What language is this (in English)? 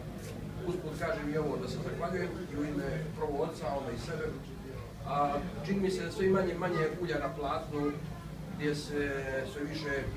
Croatian